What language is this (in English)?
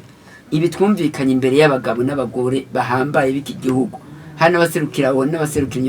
Rundi